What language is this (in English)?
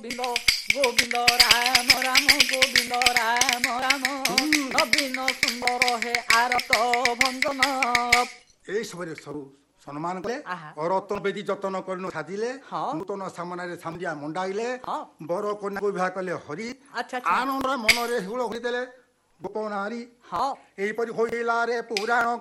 Odia